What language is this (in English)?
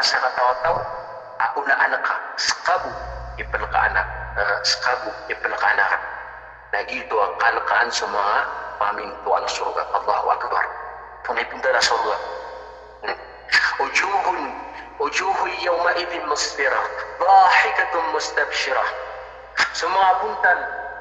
Maranao